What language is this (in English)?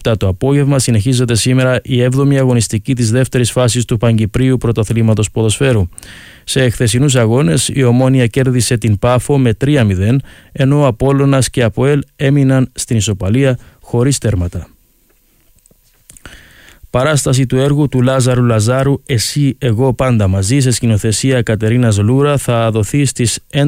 Greek